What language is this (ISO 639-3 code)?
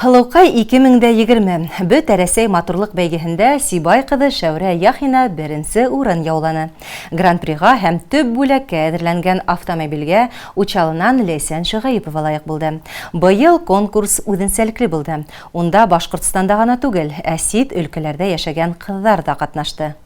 bak